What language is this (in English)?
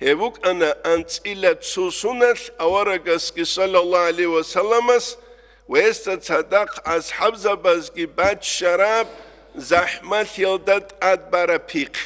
Avaric